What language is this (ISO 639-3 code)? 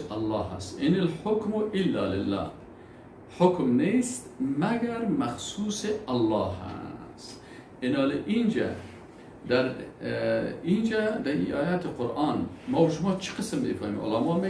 fas